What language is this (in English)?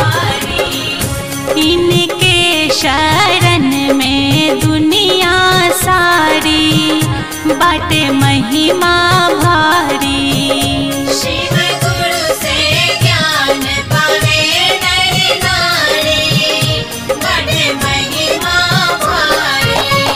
Bhojpuri